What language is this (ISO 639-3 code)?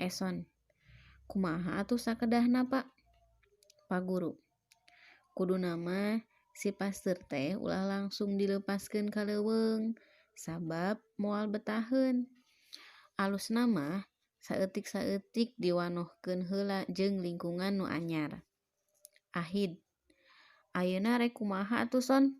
sun